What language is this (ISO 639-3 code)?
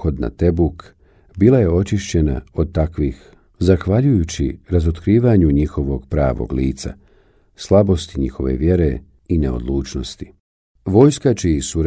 bos